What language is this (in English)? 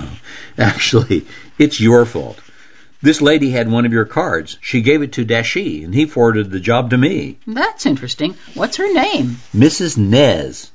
English